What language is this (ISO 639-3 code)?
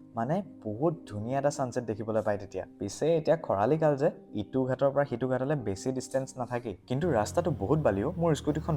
asm